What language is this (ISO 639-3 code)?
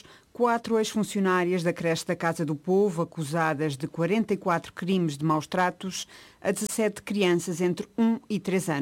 por